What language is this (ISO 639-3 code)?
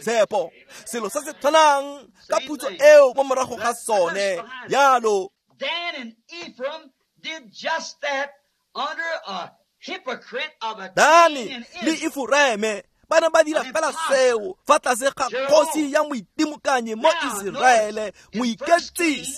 tsn